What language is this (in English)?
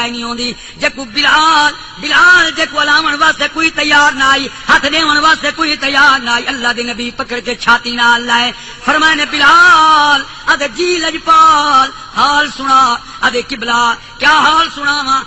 Saraiki